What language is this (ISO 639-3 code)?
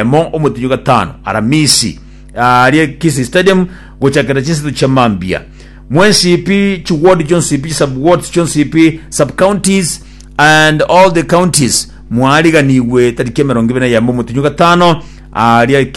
guz